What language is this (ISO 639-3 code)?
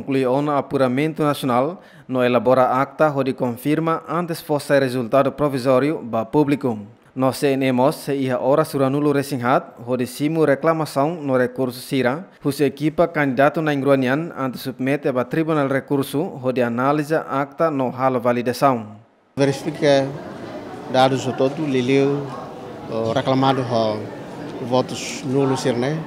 tet